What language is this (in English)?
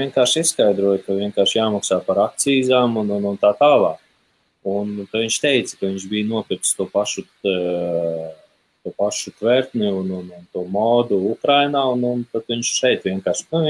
Latvian